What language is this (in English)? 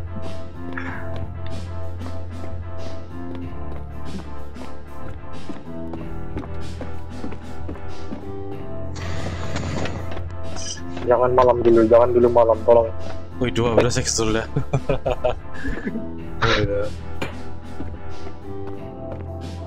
Indonesian